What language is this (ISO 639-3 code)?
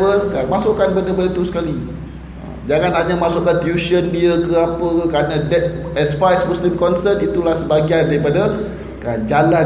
msa